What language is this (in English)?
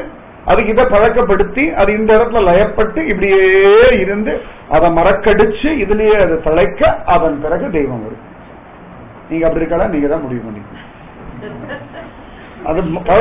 Tamil